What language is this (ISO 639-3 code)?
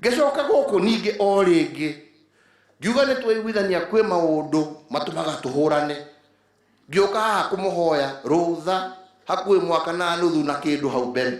kik